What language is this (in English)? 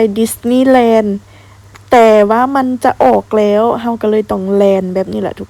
Lao